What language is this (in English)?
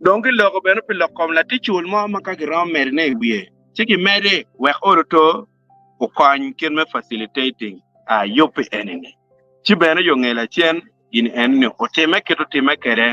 Acoli